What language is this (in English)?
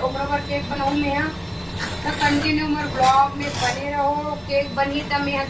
Chhattisgarhi